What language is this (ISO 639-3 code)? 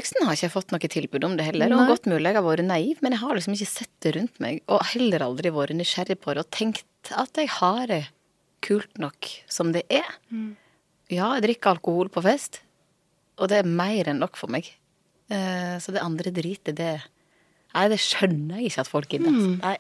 nor